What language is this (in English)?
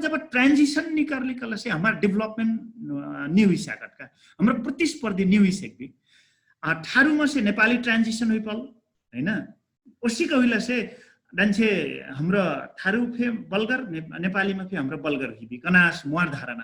Dangaura Tharu